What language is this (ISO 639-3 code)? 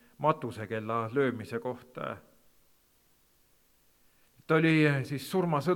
est